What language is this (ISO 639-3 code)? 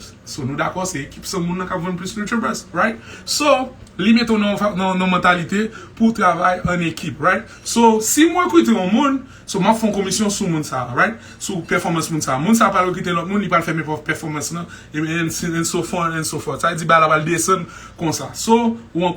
hat